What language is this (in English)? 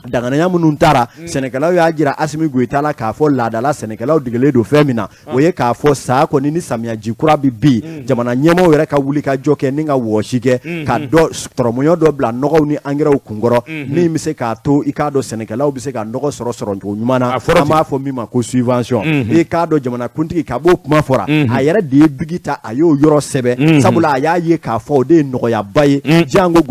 Bambara